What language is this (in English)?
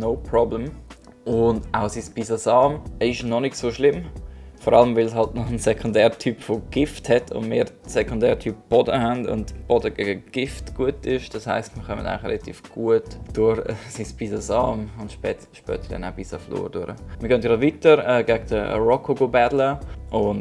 Swiss German